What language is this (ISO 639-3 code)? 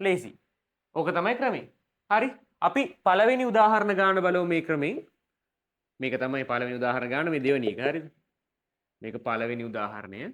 sin